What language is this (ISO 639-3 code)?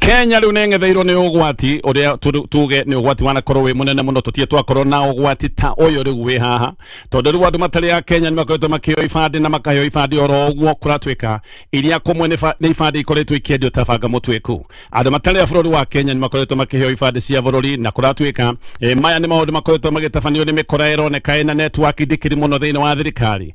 kik